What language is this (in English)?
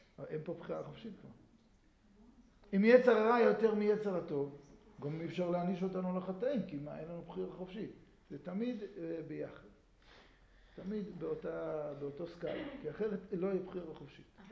Hebrew